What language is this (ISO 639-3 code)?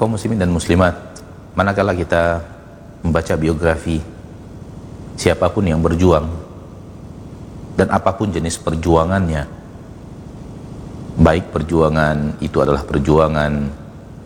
ind